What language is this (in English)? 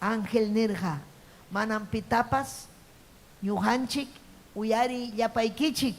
Ayacucho Quechua